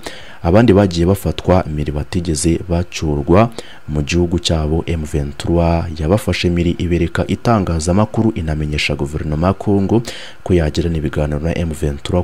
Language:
Kinyarwanda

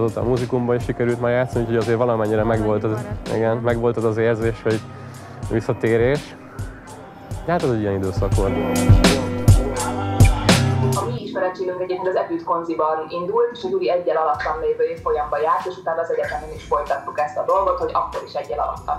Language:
Hungarian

